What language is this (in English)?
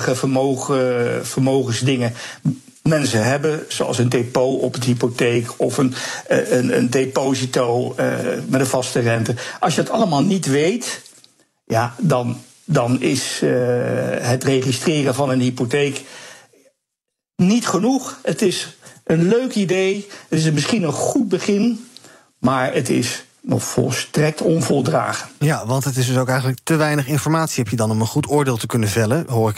Dutch